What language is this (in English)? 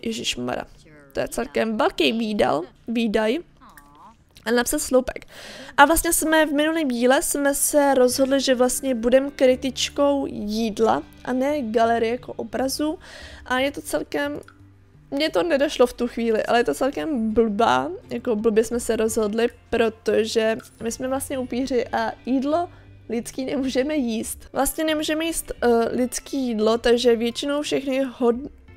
Czech